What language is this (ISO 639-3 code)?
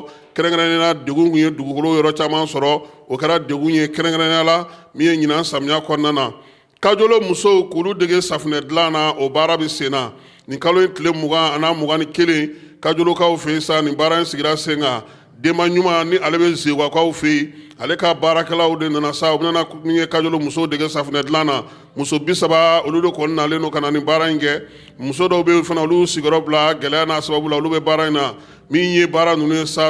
bam